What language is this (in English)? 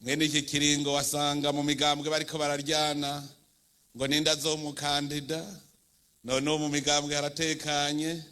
Rundi